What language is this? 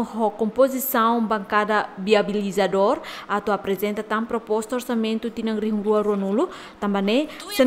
Tetum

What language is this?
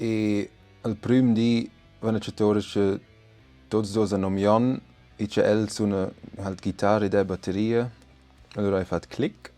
Romansh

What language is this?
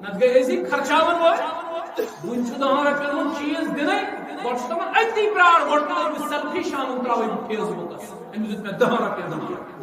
Kashmiri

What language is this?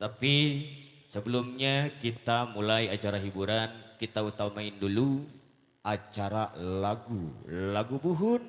Betawi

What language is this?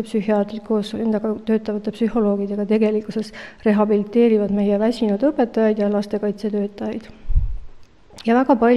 Estonian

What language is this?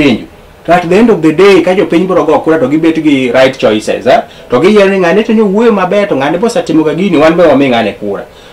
Luo (Kenya and Tanzania)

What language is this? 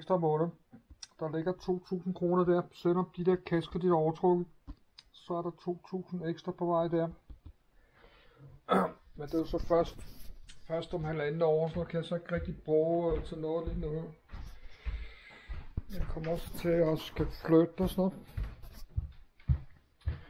Danish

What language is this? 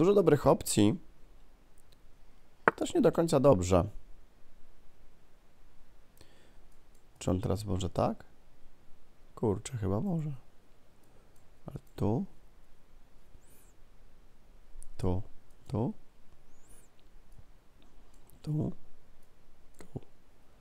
Polish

